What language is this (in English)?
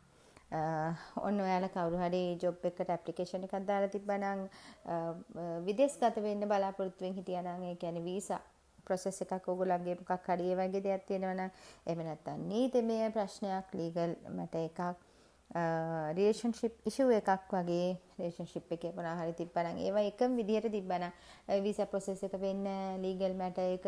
Sinhala